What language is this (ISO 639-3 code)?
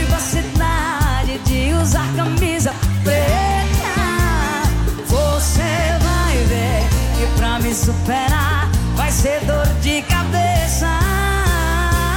por